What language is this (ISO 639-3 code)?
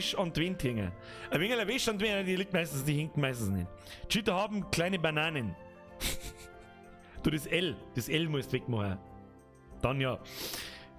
bar